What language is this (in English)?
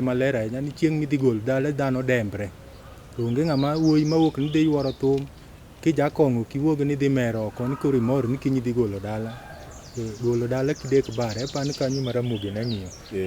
Luo (Kenya and Tanzania)